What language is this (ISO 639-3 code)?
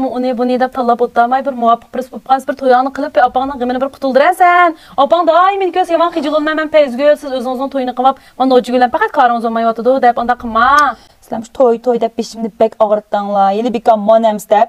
uig